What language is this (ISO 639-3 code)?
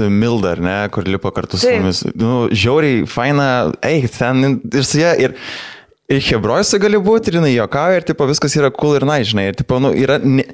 lit